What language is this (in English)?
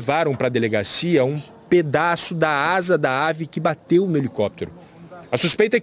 Portuguese